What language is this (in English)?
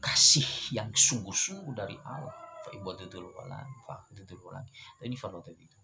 Nias